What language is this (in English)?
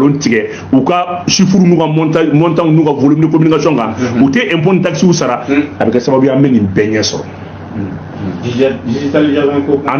Bambara